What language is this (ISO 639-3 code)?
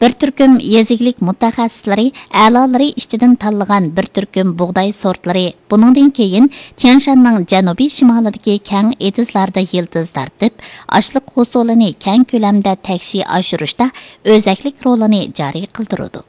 uig